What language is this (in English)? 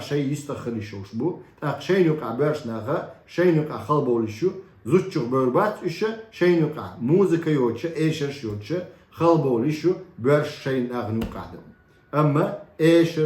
Chechen